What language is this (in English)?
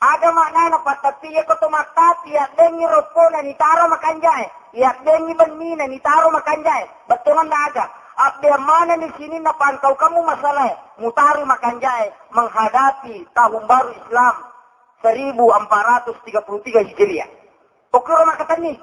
Buginese